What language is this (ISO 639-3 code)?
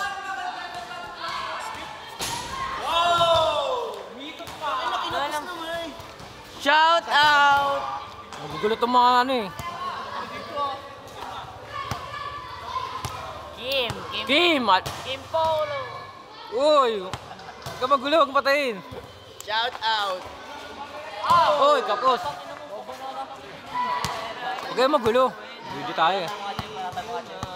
fil